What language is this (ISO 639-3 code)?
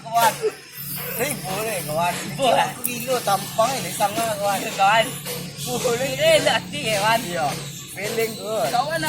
min